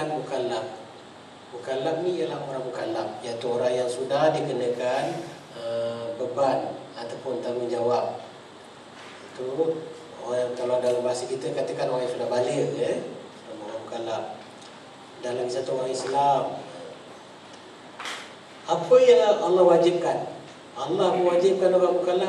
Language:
Malay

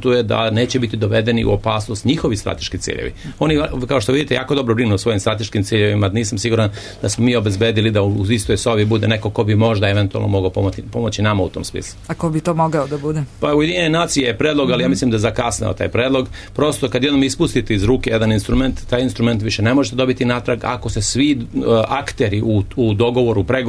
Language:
Serbian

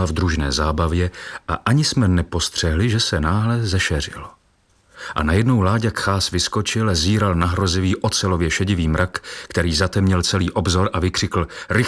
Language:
Czech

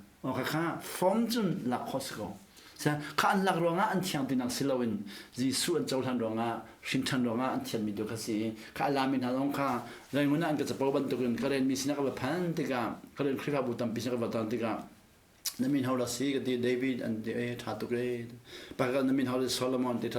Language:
Hakha Chin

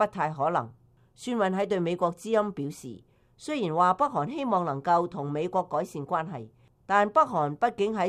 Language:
Cantonese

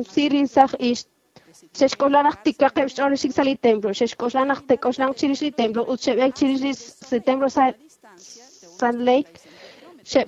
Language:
Kekchí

